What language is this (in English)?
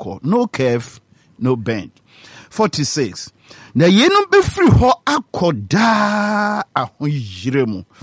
Akan